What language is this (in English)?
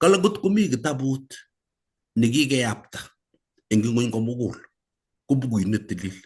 Kalenjin